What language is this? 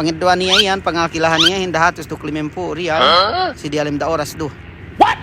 Yakan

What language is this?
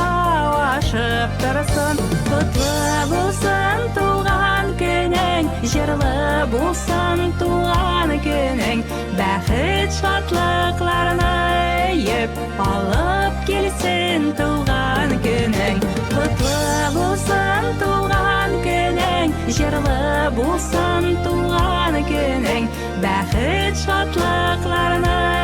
Bashkir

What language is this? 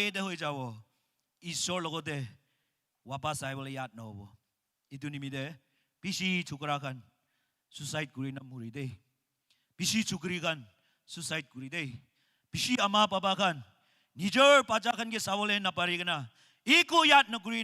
Naga Pidgin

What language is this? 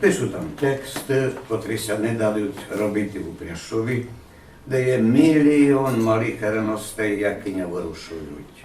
Rusyn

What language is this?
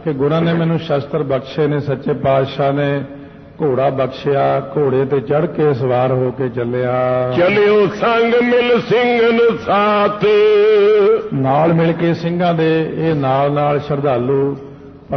Punjabi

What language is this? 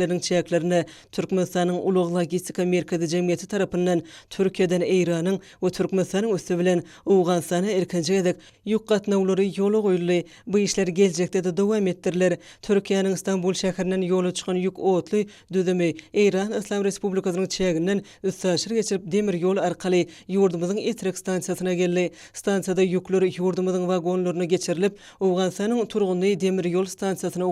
Turkmen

